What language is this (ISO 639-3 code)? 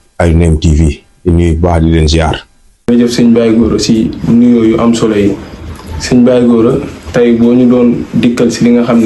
wol